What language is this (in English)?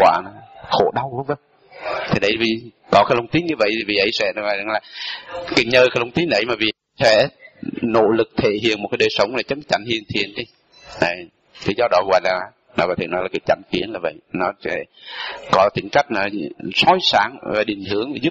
Vietnamese